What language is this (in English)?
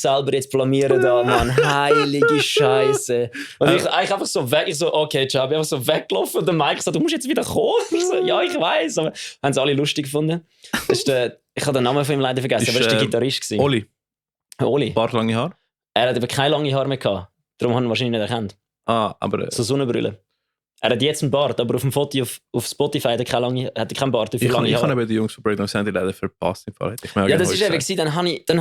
Swiss German